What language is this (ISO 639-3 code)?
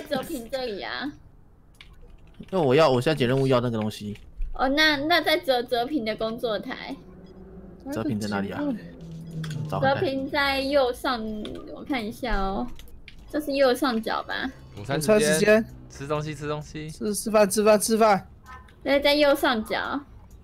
zho